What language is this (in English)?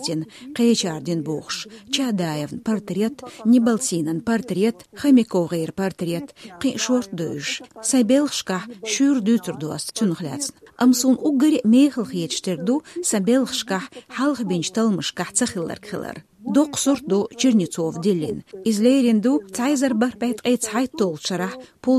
Chechen